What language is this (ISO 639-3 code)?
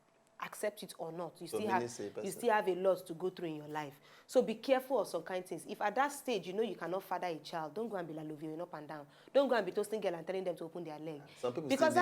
pcm